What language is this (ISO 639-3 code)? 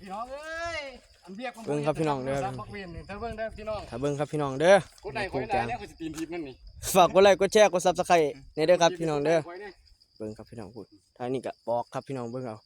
tts